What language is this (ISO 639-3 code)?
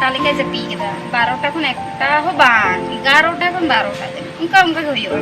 sat